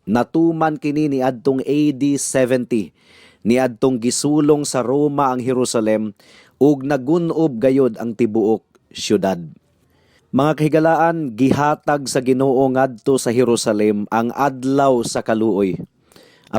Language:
Cebuano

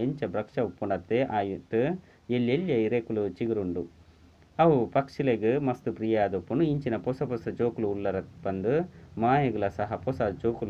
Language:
Tulu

